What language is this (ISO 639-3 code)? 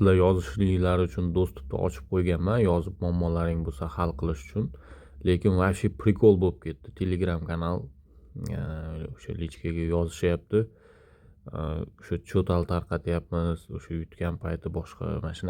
uzb